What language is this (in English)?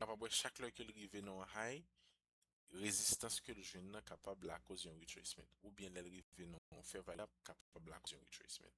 Haitian Creole